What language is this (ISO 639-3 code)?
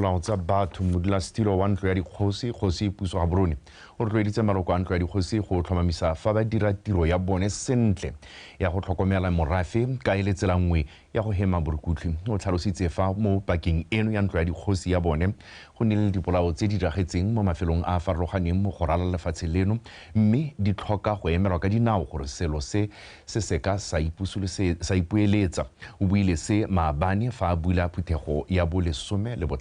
tsn